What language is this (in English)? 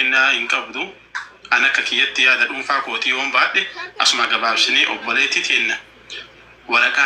Oromo